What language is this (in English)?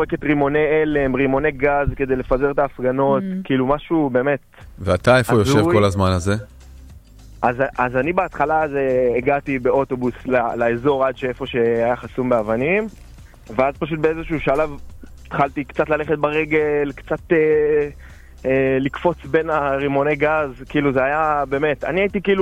Hebrew